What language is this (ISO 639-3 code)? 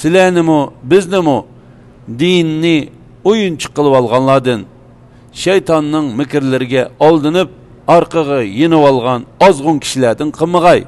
uig